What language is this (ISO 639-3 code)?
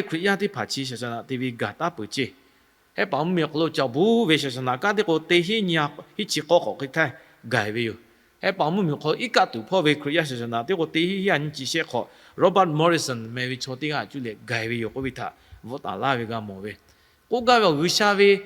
lhu